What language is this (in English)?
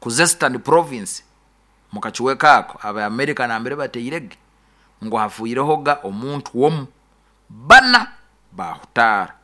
Nyoro